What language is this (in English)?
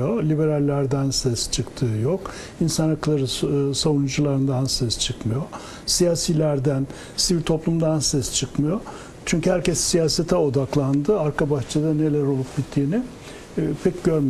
Turkish